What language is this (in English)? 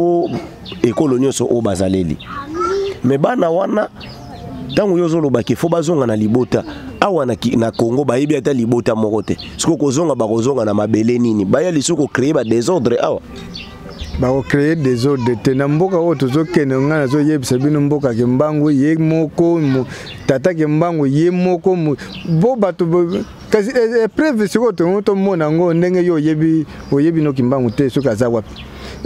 Lingala